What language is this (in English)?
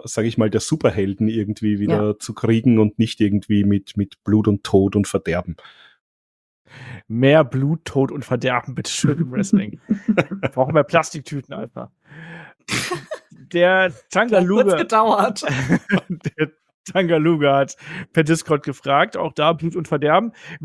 German